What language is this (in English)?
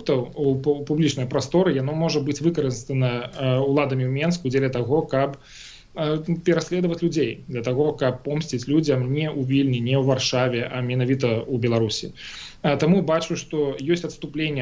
Belarusian